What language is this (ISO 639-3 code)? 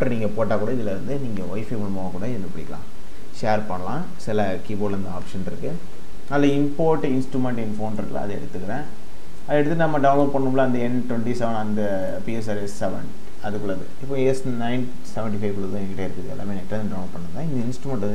tam